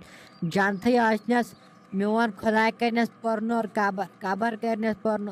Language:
Kashmiri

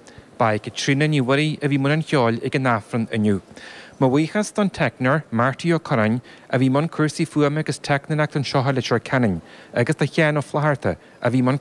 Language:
Irish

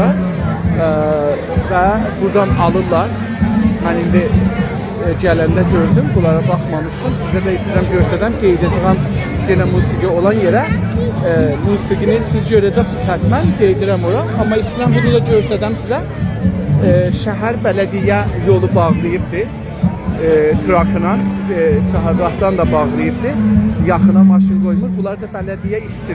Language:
South Azerbaijani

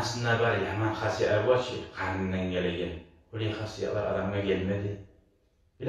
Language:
Kumyk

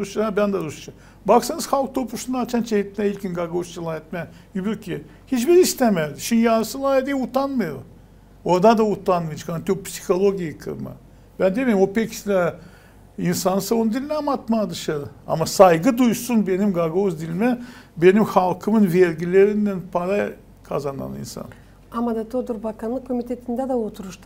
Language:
Gagauz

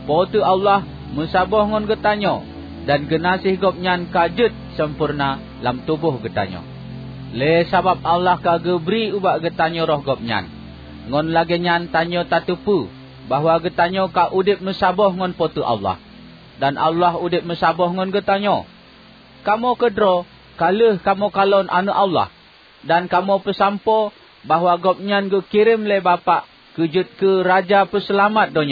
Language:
Achinese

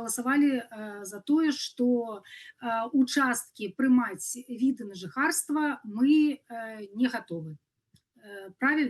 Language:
Belarusian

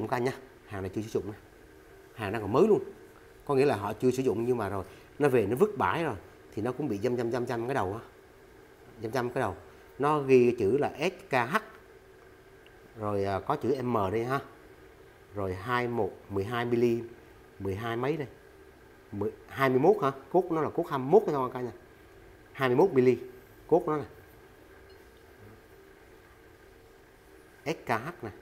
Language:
Vietnamese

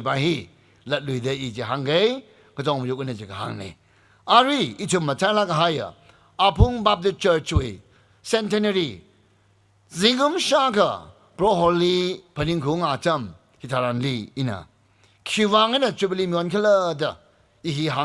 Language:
Tangkhul Naga (India)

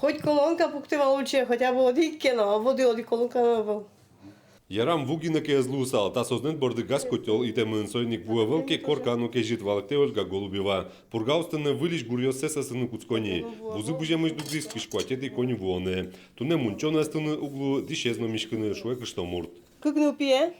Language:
Udmurt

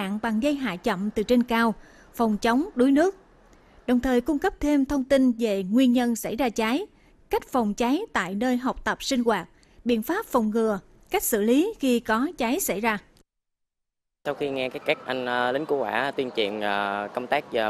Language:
Vietnamese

